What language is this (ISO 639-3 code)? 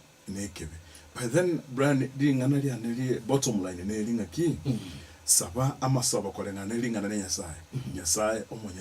guz